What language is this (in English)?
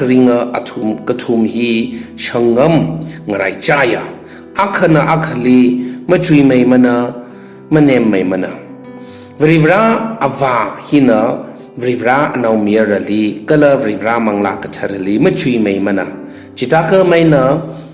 Tangkhul Naga (India)